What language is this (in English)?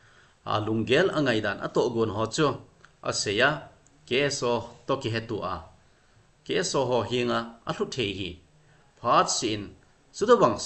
Thado Chin